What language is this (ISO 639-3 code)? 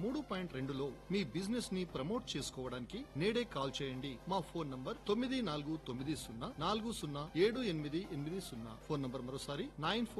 tel